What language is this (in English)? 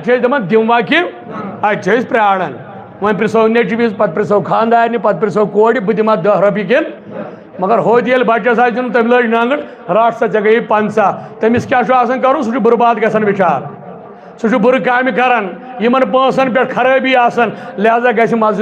Kashmiri